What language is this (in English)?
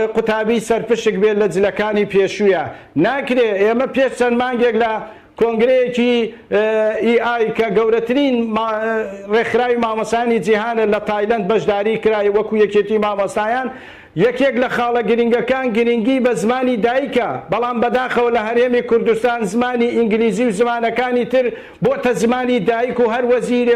Central Kurdish